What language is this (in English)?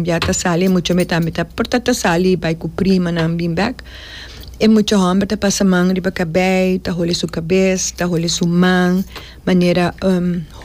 Papiamento